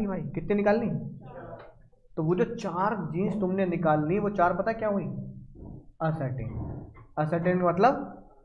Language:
Hindi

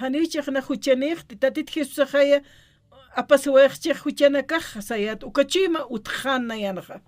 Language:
Aymara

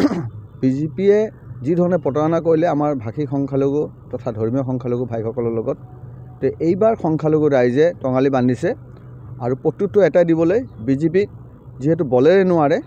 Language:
Assamese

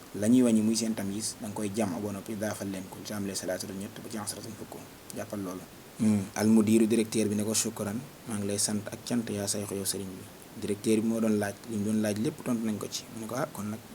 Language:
Wolof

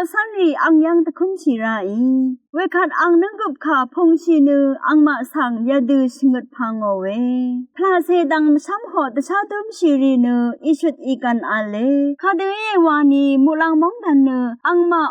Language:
Rawang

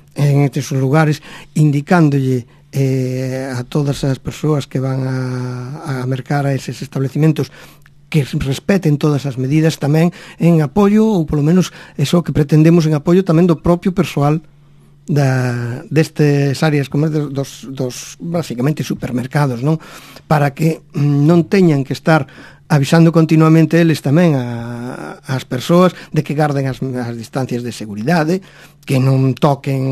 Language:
Galician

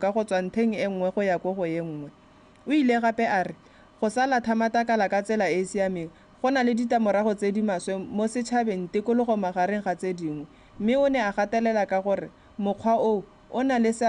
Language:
Tswana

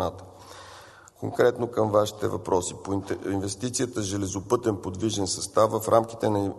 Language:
Bulgarian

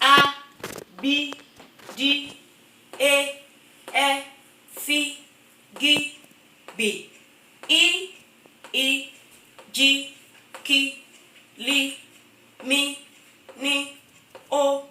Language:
Yoruba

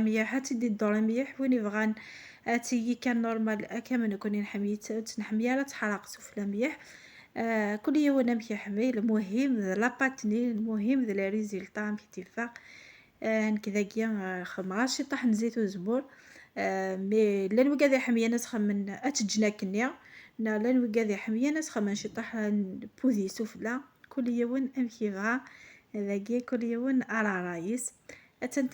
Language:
Kabyle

